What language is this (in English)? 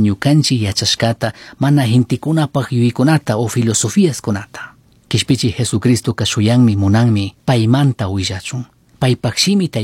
Chimborazo Highland Quichua